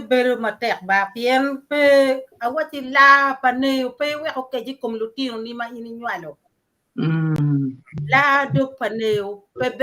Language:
Acoli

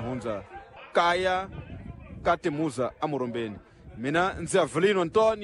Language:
Tsonga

